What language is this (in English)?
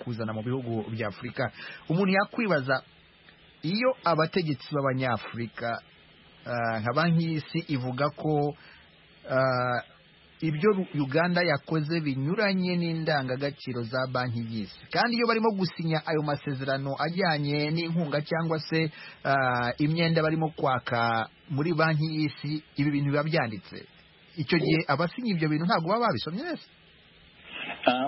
Kinyarwanda